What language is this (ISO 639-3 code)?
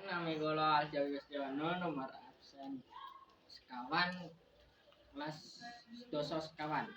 jav